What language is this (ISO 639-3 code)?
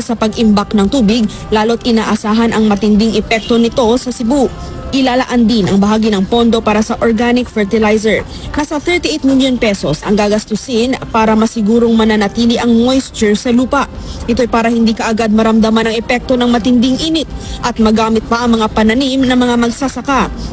fil